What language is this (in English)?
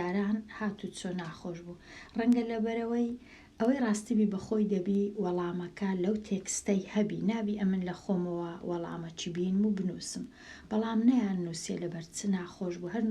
Central Kurdish